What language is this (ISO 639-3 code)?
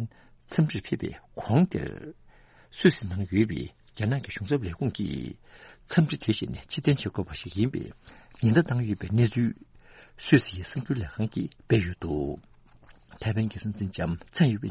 bod